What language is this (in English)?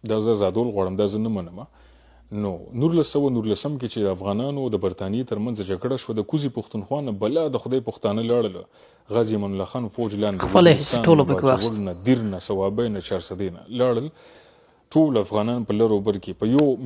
Pashto